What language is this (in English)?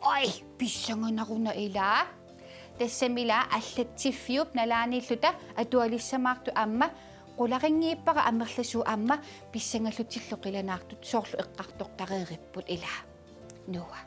Kalaallisut